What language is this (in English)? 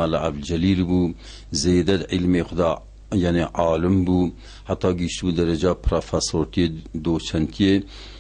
Kurdish